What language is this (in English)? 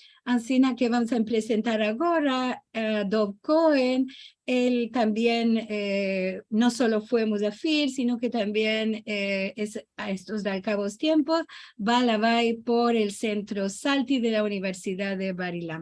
Ladino